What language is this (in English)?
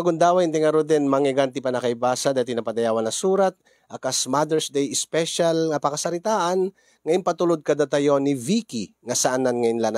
Iloko